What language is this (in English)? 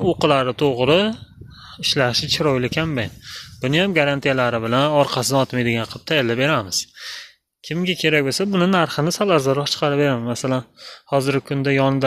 Uzbek